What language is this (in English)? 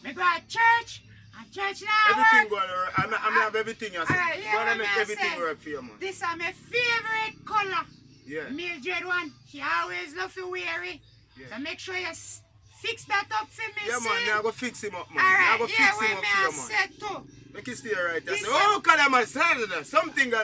Jamaican Creole English